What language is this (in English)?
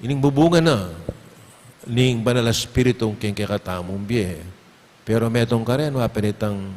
Pampanga